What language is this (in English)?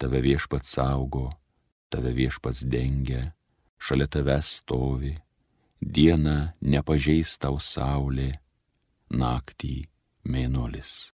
Lithuanian